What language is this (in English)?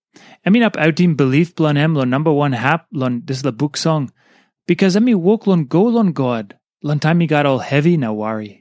Tok Pisin